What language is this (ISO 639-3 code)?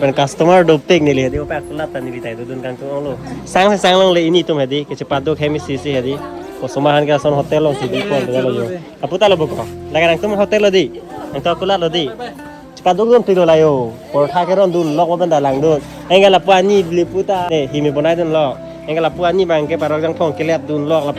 mjw